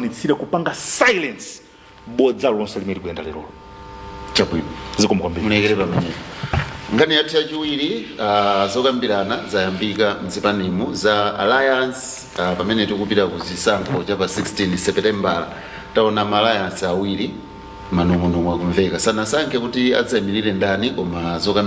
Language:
Nyanja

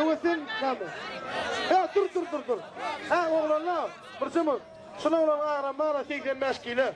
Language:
Turkmen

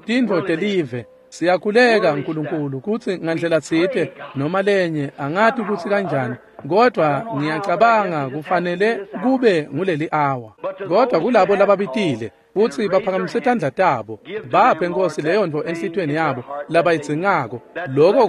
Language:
Swati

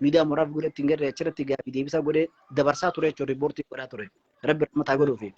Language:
Oromo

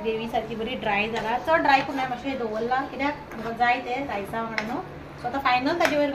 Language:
Konkani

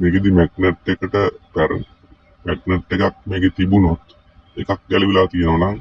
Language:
Sinhala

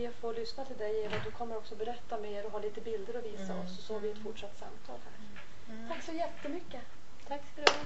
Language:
Swedish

